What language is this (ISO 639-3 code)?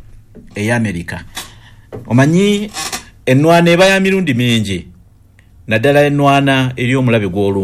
lug